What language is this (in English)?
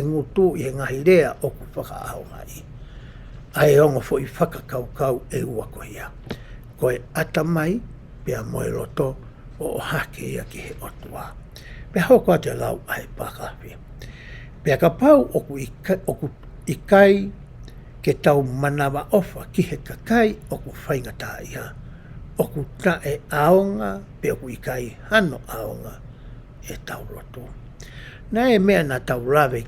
Tongan